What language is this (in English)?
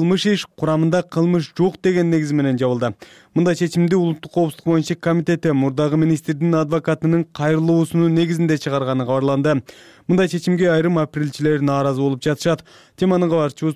Kyrgyz